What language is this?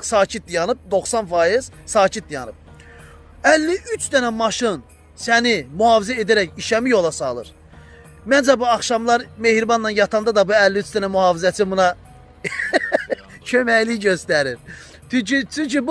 Azerbaijani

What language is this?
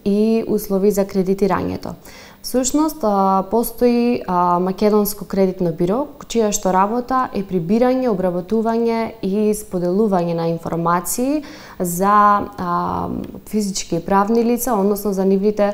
Macedonian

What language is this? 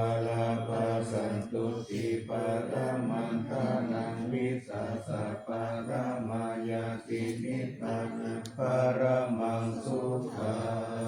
Pali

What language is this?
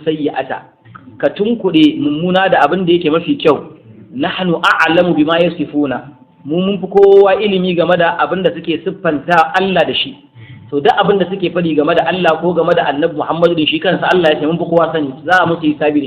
Hausa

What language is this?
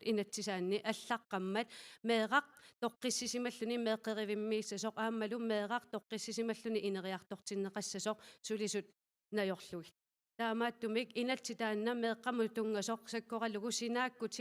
Kalaallisut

